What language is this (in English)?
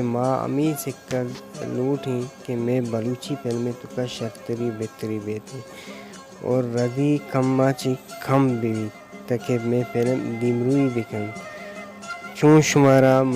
Baluchi